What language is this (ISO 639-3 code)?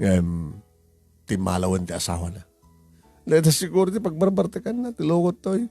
ilo